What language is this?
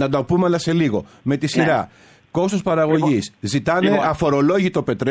Greek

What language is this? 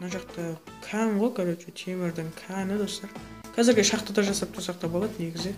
Kara-Kalpak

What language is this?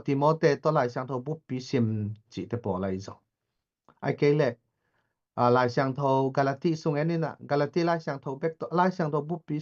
Tedim Chin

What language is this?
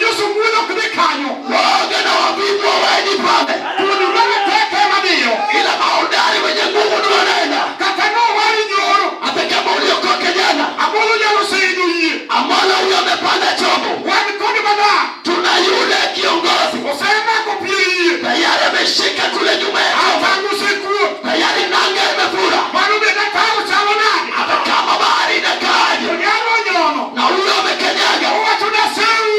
Luo (Kenya and Tanzania)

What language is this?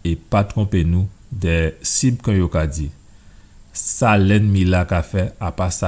Guadeloupean Creole French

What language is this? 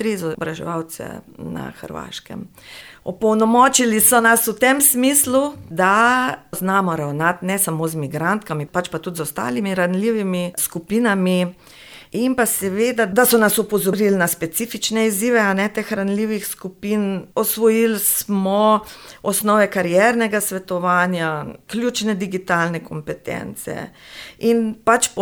Slovenian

